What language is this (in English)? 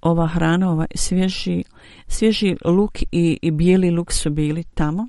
Bosnian